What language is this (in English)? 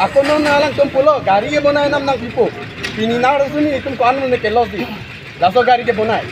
Karbi